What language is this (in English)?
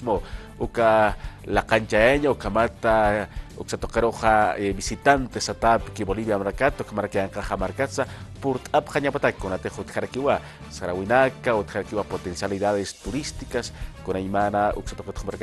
Aymara